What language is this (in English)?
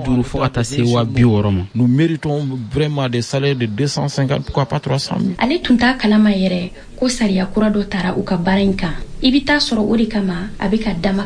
Bambara